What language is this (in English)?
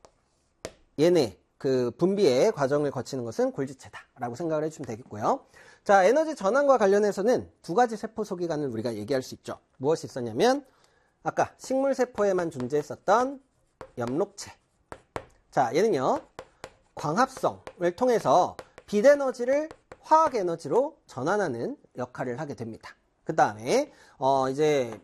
Korean